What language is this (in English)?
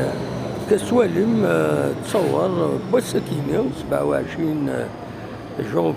Kabyle